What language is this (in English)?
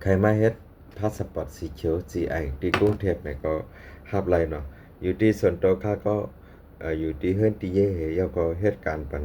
Shan